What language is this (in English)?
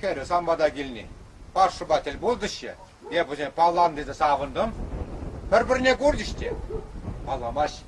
Chuvash